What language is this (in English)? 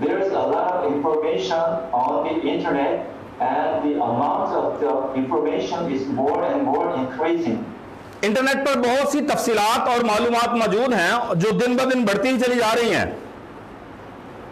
Urdu